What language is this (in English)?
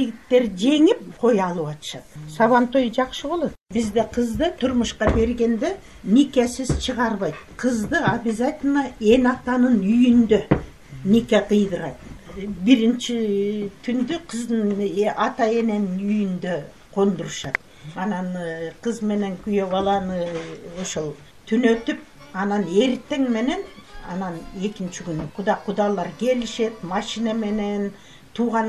Kyrgyz